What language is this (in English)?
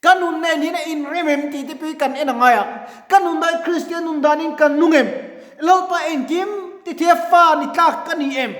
Mizo